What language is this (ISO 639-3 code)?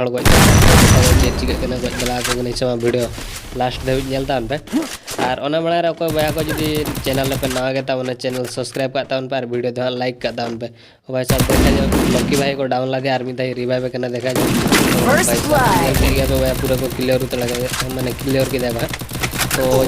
sat